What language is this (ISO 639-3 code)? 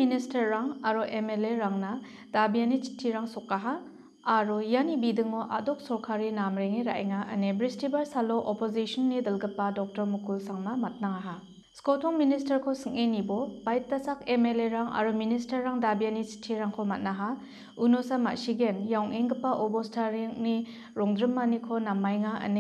grt